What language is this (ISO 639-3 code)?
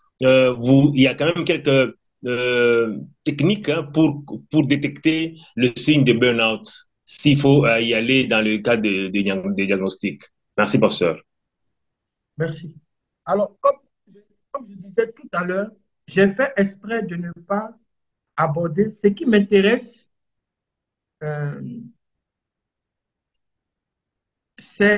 fra